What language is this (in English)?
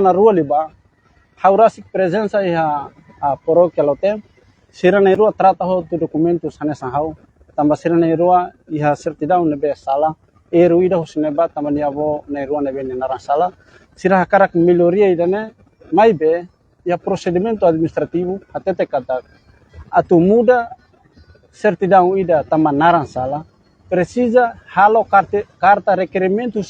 Tetum